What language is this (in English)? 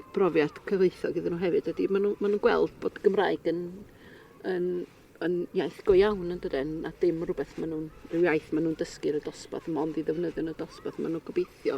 Welsh